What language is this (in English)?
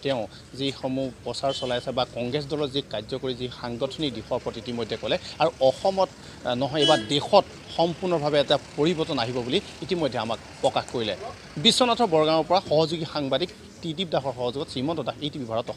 Assamese